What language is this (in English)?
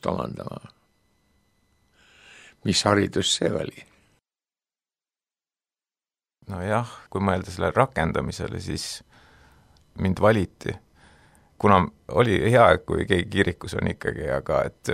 Estonian